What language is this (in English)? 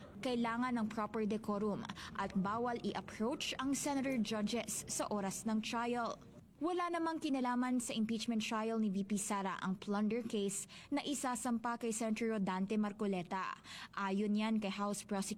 Filipino